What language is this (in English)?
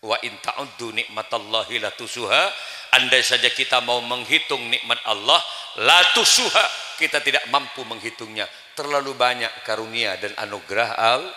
Madurese